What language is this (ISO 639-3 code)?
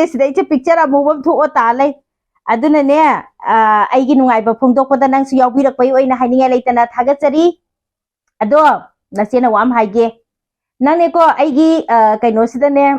mni